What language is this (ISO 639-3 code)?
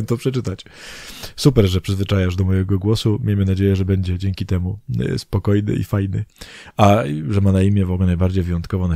pol